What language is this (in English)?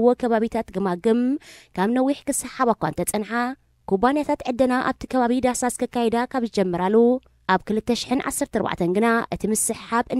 Tigrinya